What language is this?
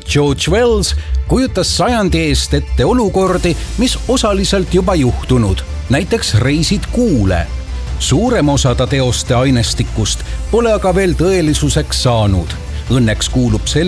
Estonian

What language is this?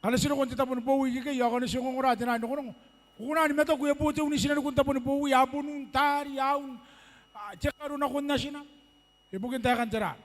Gilbertese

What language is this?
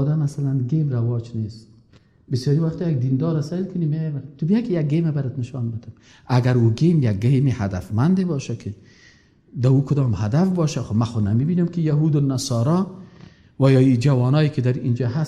Persian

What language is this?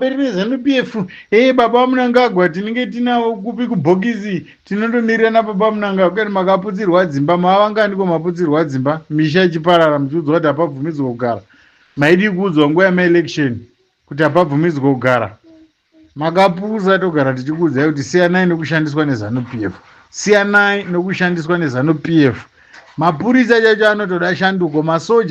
Shona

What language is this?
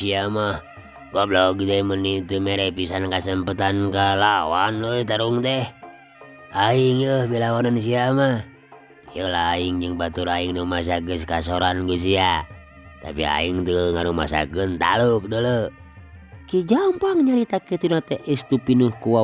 Sundanese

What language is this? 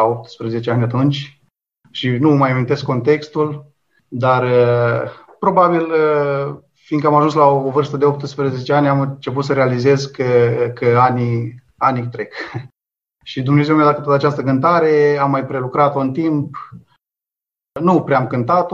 Romanian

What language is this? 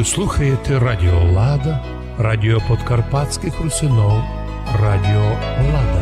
Rusyn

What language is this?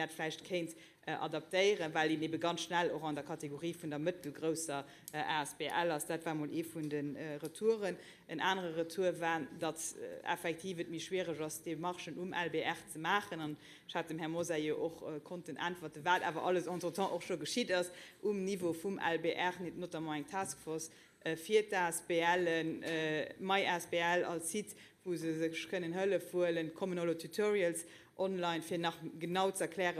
Luxembourgish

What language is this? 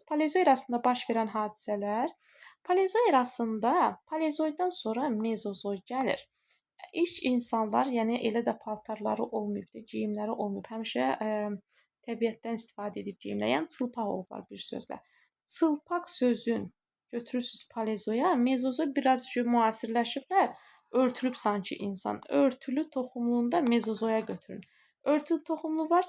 Azerbaijani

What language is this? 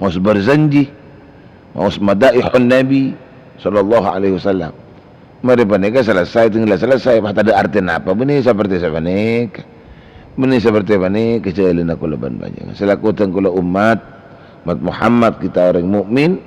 Madurese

